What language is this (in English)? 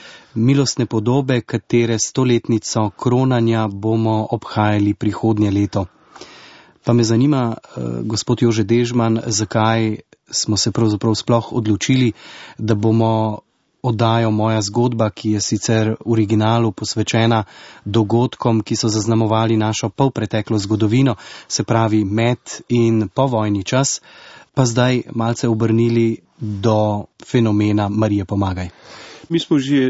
Slovenian